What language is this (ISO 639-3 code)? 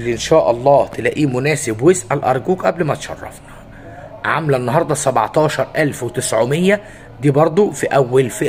arz